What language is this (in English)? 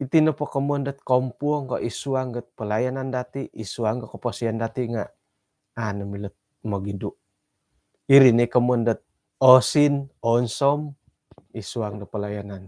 Central Dusun